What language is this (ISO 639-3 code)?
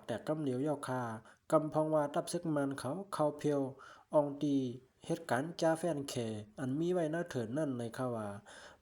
shn